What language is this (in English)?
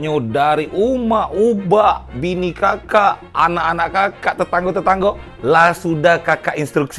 Musi